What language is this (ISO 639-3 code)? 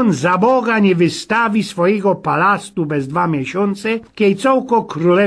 szl